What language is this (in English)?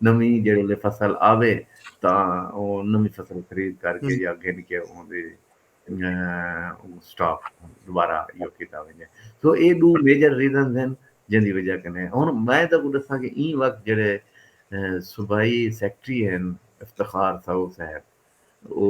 Saraiki